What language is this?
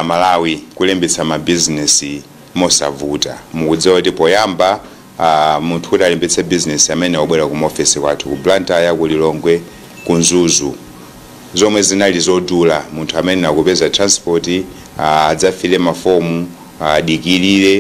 Nyanja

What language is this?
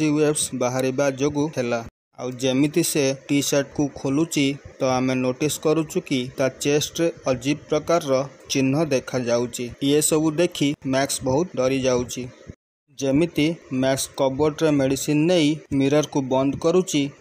Odia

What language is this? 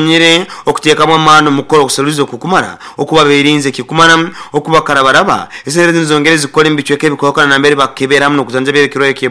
Nyoro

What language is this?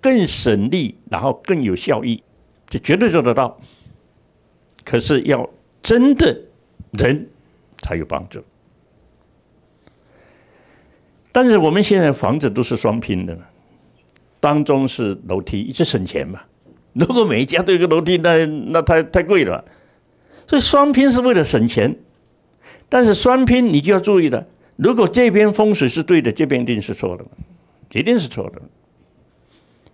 Chinese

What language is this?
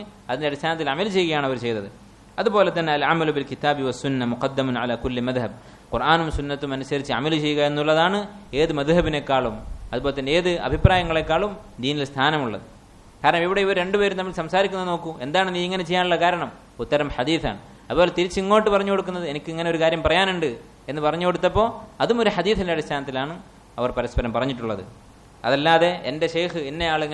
Malayalam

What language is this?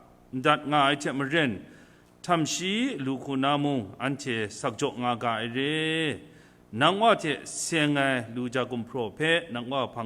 Kachin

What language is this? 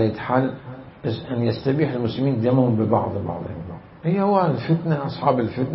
Mesopotamian Arabic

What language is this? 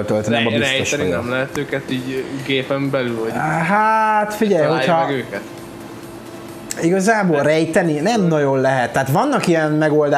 Hungarian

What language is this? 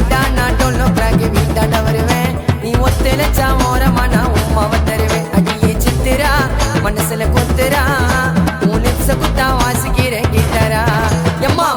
Tamil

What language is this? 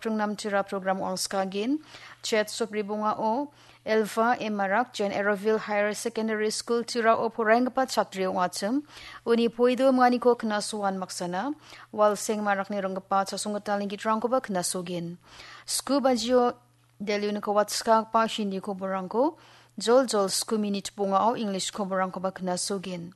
Garo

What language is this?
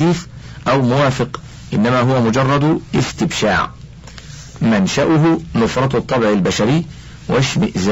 Arabic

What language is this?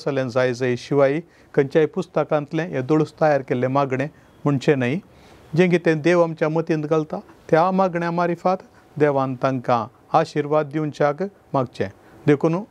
Konkani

